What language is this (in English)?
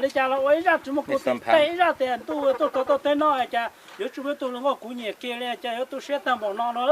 Hmong